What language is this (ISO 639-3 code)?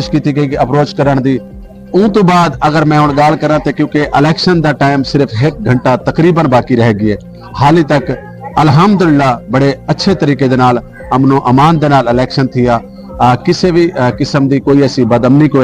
skr